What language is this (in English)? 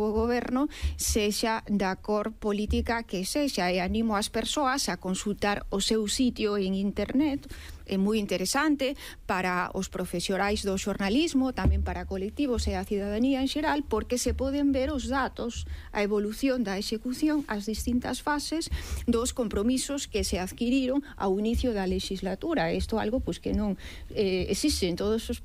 Galician